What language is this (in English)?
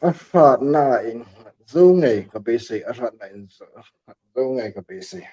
Hmar